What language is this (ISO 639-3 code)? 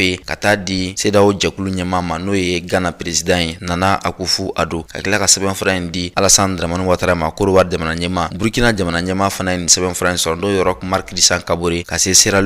bam